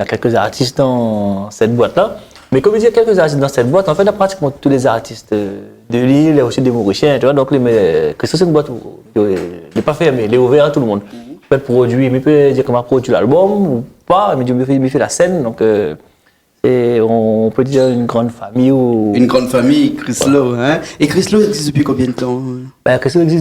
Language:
Réunion Creole French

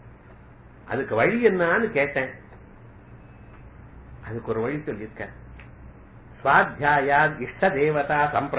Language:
Tamil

